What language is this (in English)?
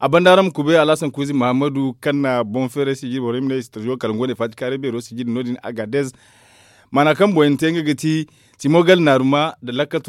Zarma